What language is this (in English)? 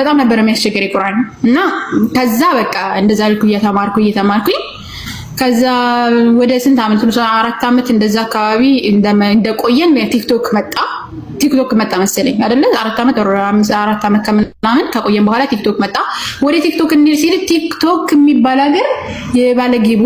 Amharic